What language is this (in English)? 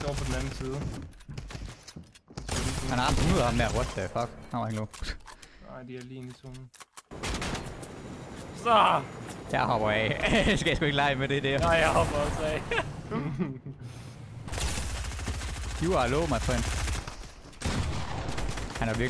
Danish